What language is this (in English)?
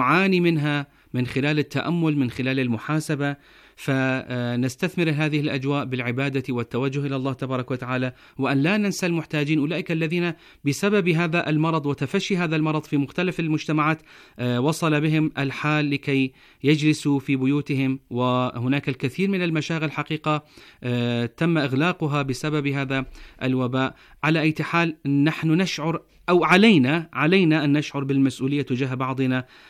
Arabic